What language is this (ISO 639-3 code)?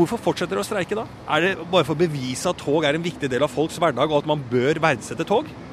nor